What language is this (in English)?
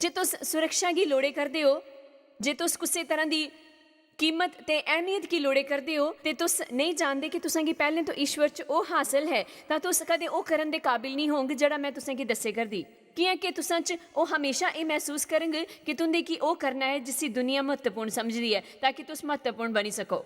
Dogri